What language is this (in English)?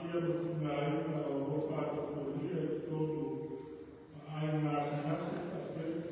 Samoan